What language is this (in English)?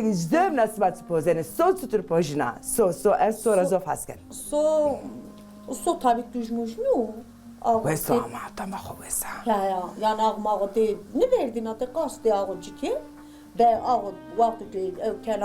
Zaza